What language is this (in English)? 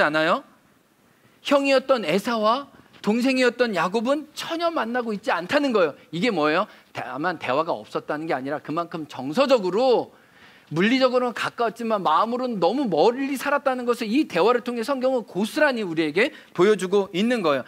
Korean